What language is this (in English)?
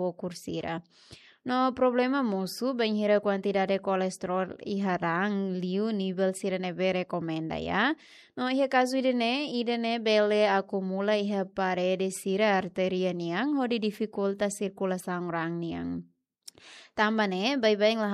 Tetum